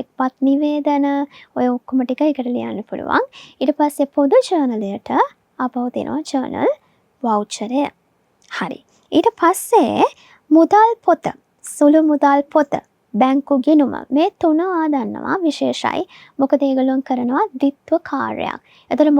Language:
Sinhala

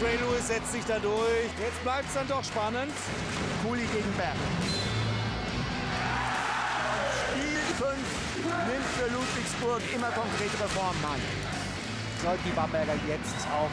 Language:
German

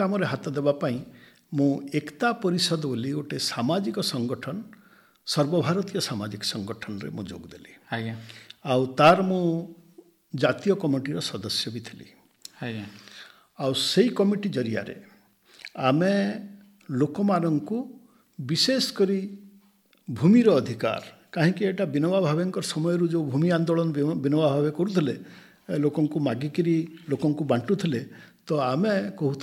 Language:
Odia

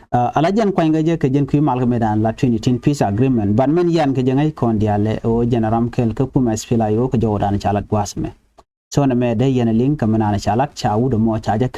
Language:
Nuer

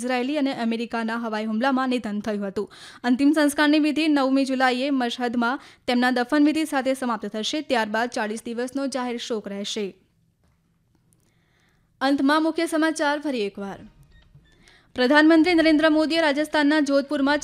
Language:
Gujarati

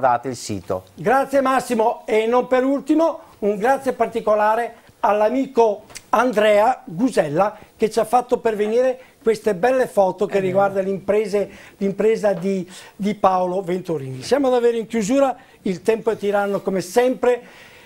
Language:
Italian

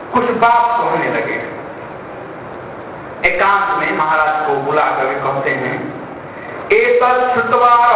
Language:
Hindi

